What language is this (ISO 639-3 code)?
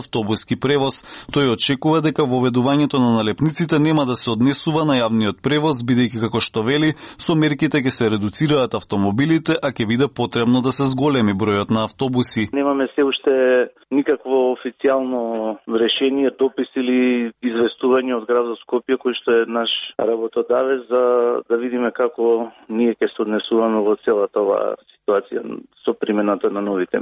mkd